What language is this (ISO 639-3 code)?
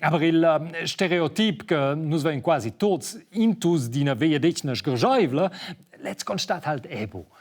roh